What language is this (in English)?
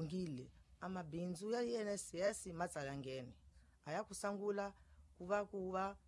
Tsonga